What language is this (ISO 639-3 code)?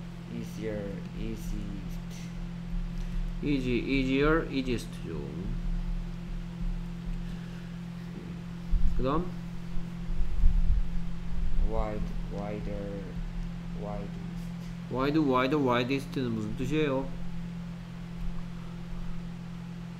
kor